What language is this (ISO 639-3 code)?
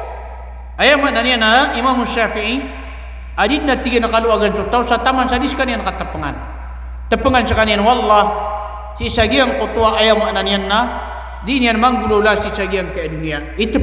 mrw